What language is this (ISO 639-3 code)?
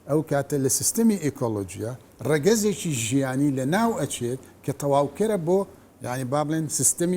ckb